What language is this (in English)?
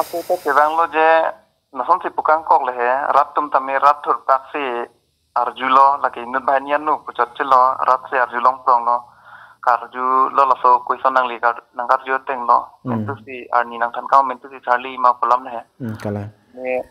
Karbi